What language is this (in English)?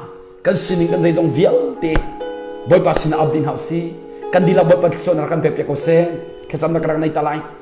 Hakha Chin